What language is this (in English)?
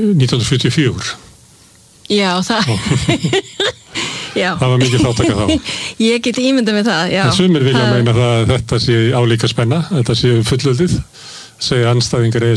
Icelandic